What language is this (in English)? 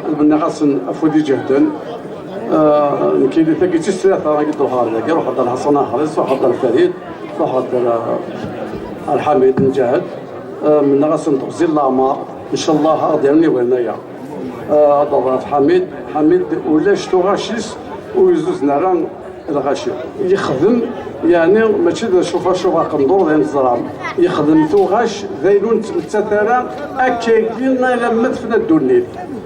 Kabyle